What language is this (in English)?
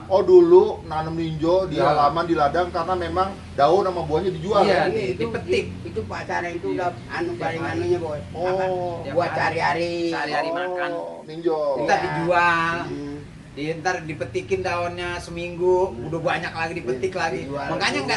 Betawi